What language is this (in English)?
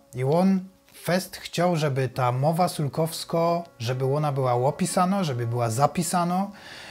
Silesian